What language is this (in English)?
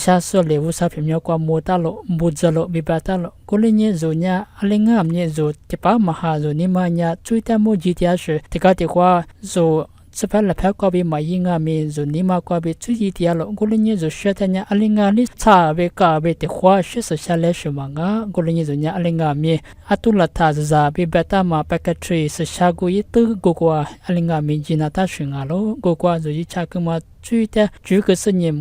Lisu